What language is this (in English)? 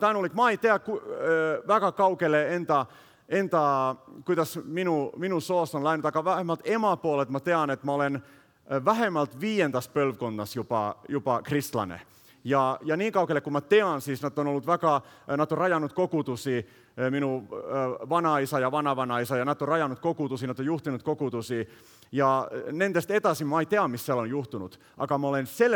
Estonian